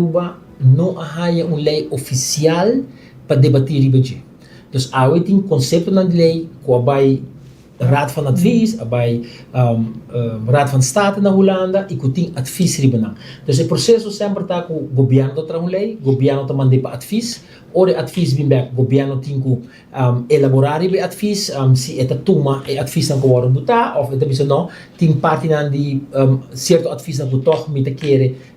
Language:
Papiamento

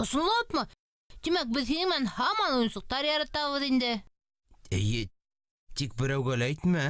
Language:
Bashkir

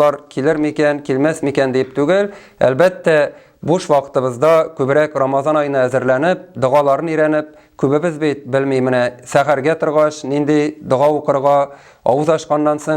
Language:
Tatar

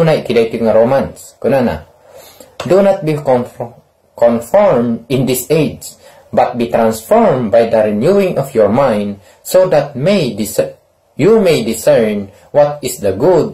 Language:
Iloko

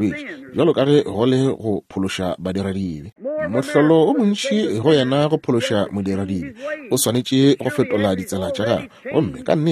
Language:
Northern Sotho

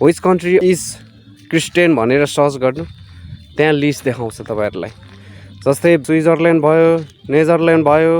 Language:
Nepali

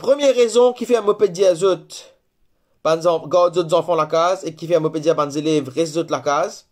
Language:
Morisyen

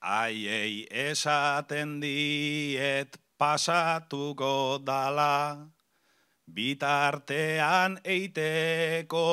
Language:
Basque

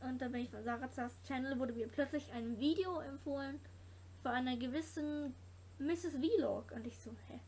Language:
Swiss German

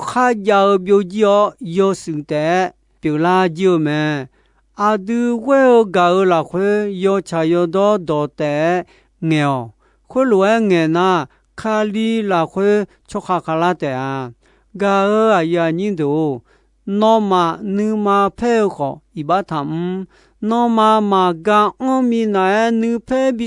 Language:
Akha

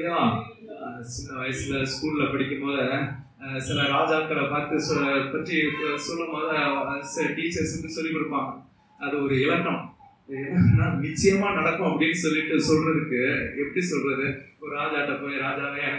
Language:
Tamil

